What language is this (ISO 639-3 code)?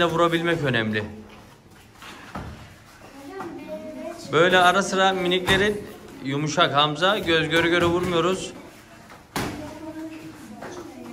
tur